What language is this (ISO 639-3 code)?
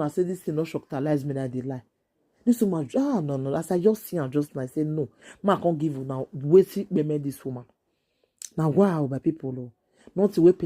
pcm